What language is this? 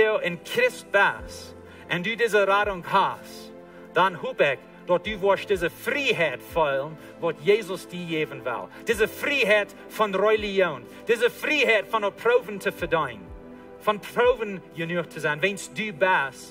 Plautdietsch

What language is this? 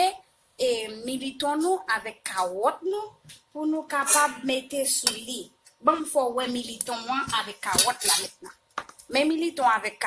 Haitian Creole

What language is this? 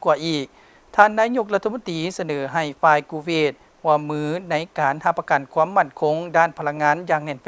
Lao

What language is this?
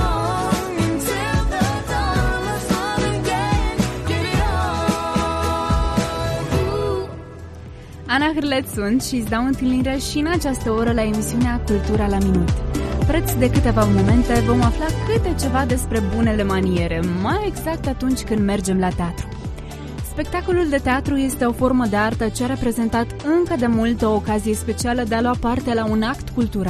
Romanian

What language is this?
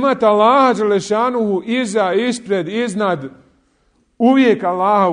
Bosnian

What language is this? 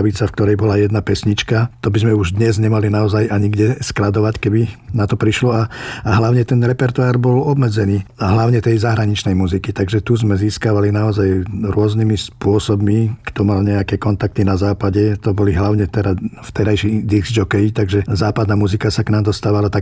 Slovak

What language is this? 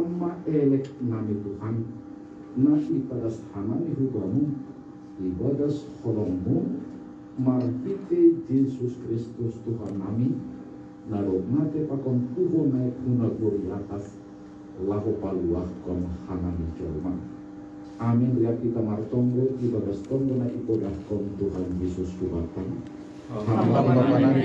Batak Simalungun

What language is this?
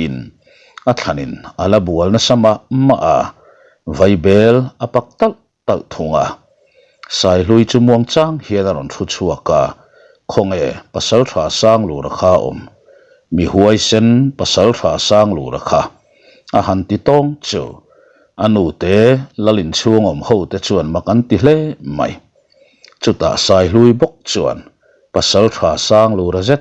Mizo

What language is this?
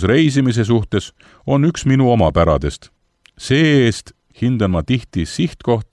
Estonian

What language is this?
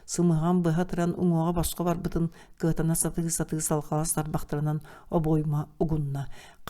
Yakut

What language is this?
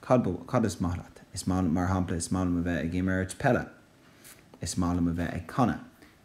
Irish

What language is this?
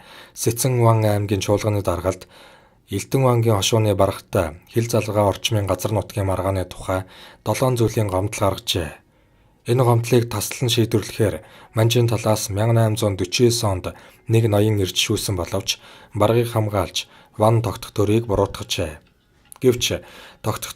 Mongolian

